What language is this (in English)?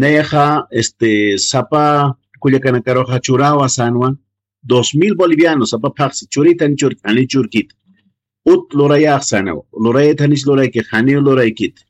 Aymara